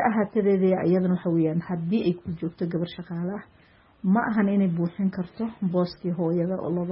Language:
Somali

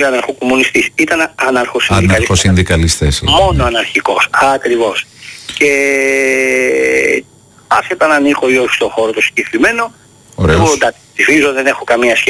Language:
Greek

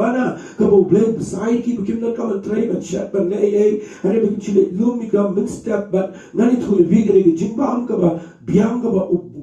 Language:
Khasi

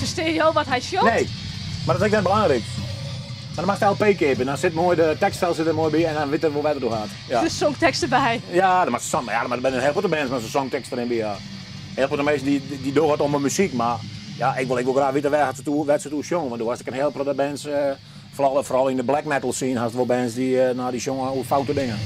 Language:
Western Frisian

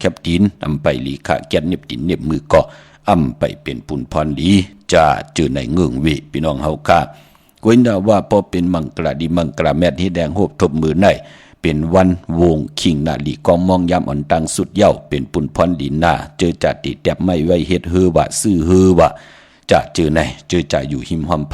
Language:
Shan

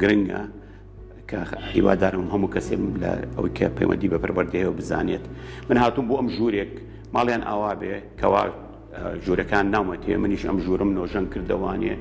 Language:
Central Kurdish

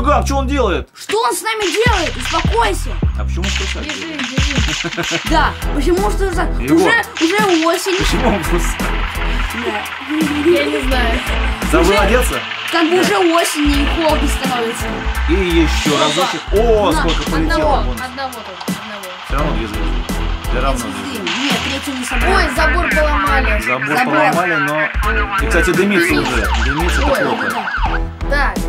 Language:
Russian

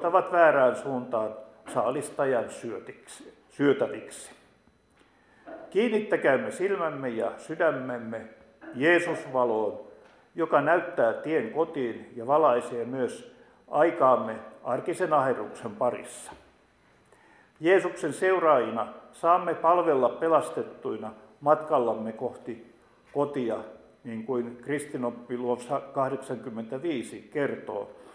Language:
Finnish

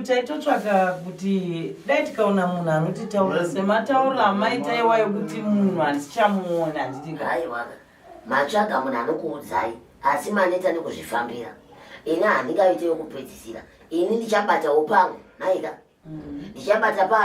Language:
Shona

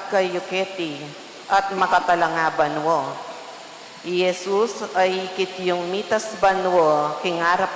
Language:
Pampanga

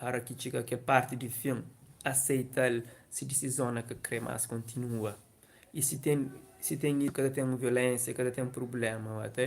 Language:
Kabuverdianu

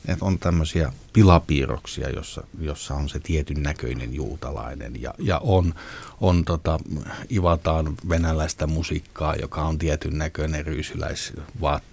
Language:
Finnish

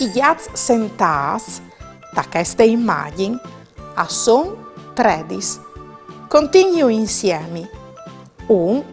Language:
Friulian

